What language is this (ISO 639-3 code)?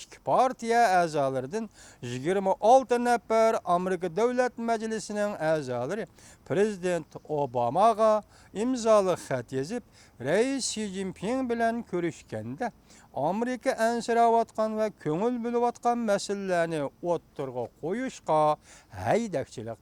uig